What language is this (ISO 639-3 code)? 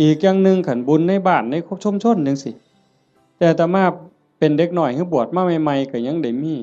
tts